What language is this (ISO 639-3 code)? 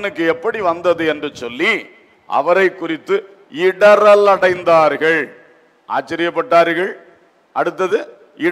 tam